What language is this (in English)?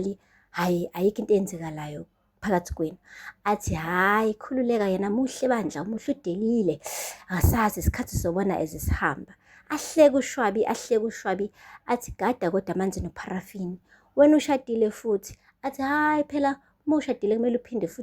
Zulu